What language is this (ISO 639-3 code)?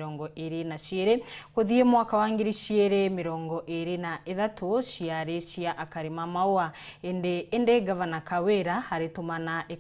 mer